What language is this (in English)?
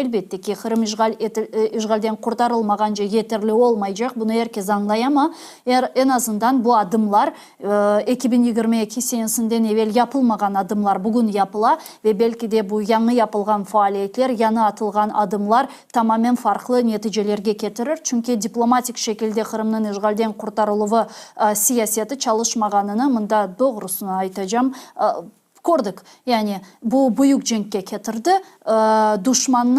Crimean Tatar